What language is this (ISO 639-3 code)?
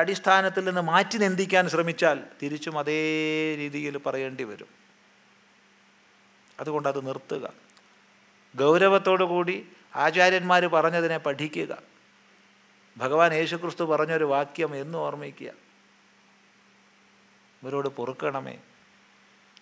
mal